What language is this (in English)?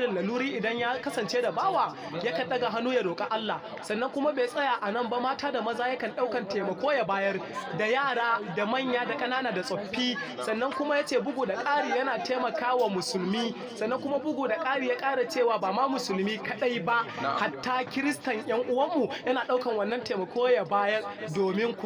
Hausa